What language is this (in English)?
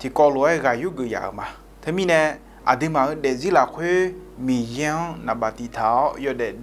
Akha